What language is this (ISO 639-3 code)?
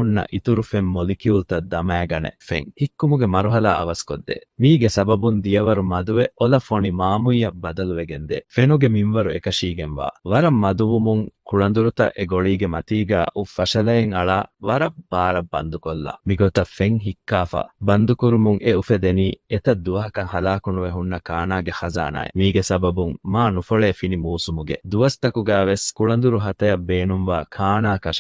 div